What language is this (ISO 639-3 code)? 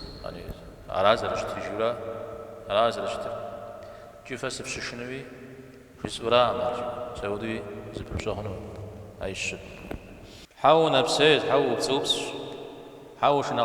kbd